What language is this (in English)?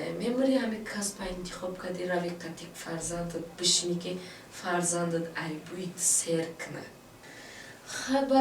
Tajik